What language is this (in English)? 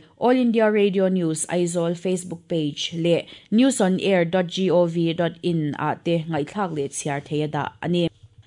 Mizo